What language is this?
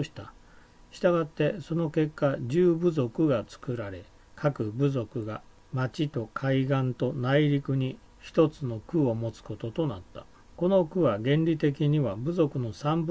Japanese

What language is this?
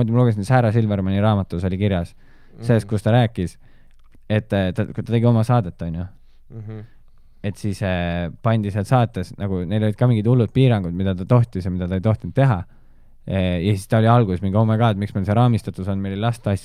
Estonian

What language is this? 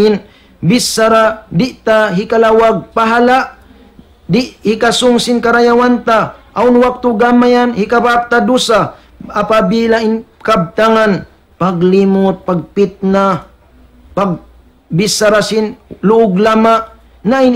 Tausug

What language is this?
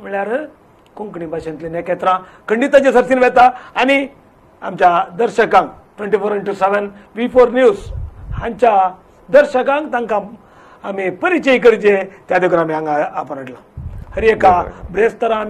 Konkani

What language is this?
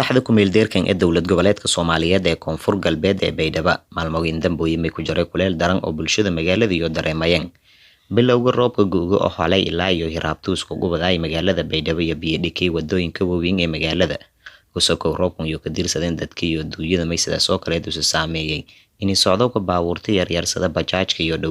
Somali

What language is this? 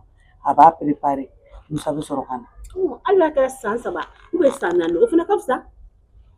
Bambara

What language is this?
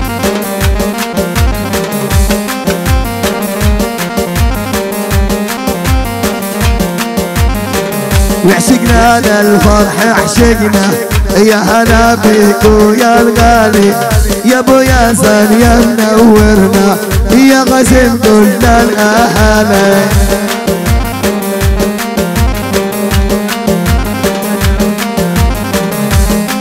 South Levantine Arabic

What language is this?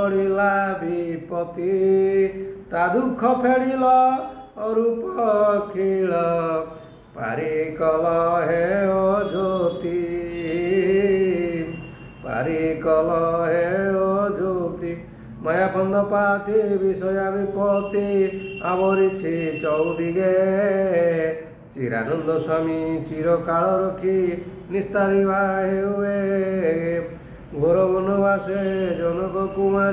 Odia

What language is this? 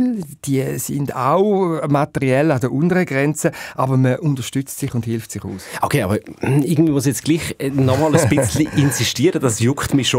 Swiss German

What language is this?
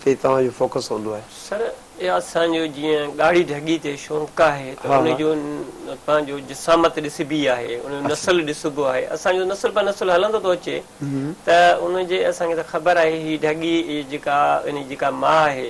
Sindhi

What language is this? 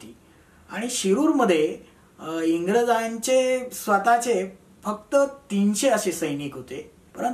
Marathi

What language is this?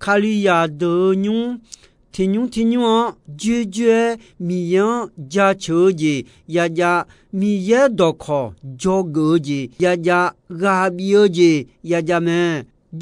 Akha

